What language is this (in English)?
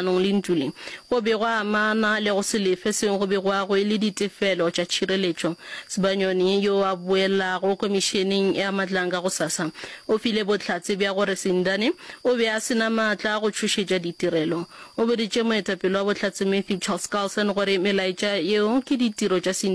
Northern Sotho